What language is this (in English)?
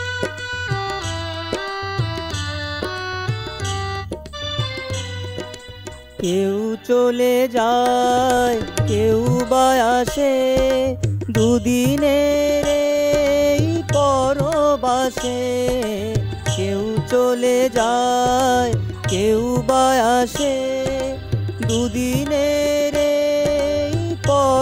Bangla